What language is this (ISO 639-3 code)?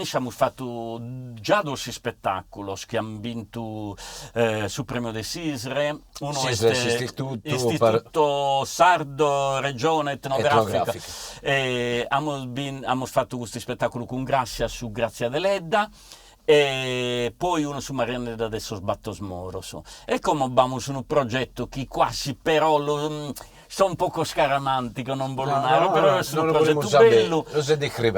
srd